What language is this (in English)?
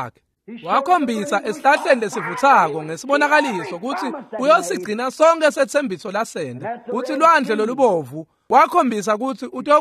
Swati